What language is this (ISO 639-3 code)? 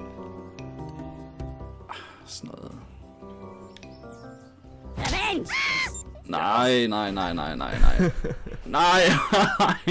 dan